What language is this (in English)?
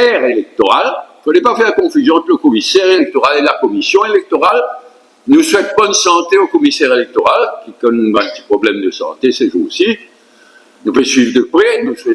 Morisyen